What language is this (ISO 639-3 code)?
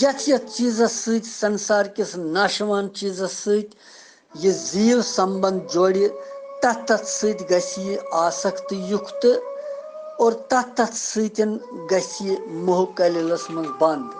kas